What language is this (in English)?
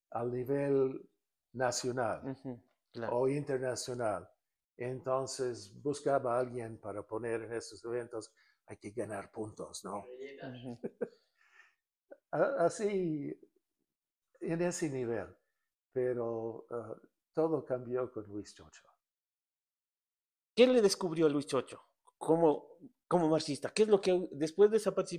Spanish